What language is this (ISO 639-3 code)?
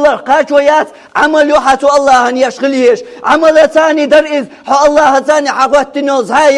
che